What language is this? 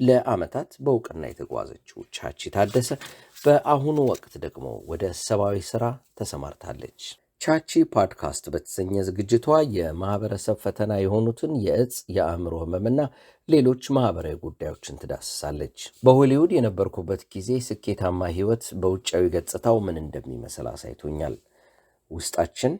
Amharic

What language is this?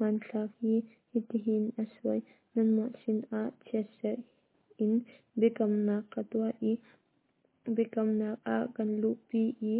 Hakha Chin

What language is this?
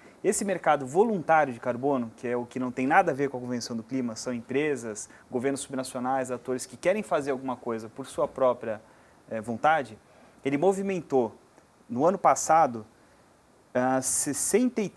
Portuguese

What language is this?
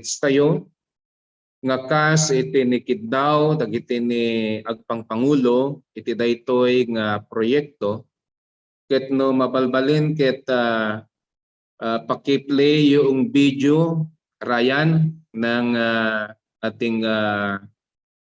Iloko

